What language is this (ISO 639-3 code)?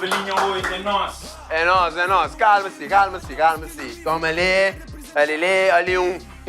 kea